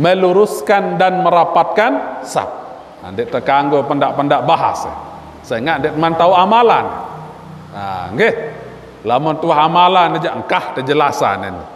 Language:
Sasak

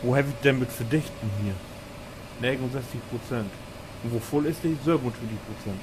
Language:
Low German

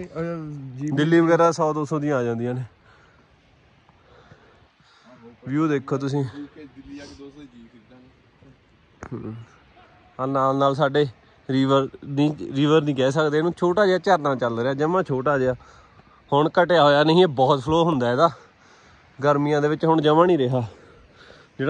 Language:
Punjabi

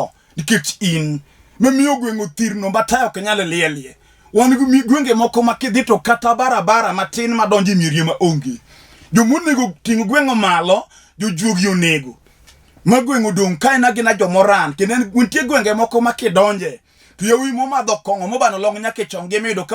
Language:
Luo (Kenya and Tanzania)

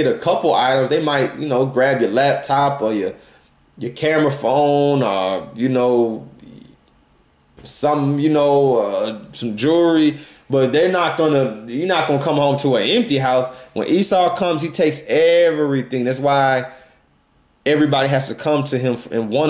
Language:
English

